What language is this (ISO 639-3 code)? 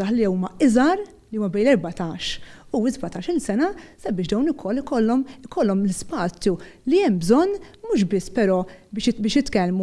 mlt